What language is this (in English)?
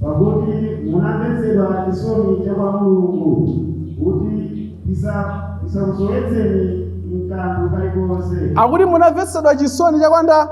Nyanja